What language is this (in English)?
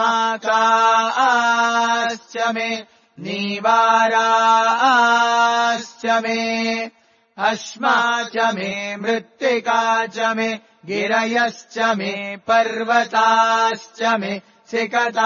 Sanskrit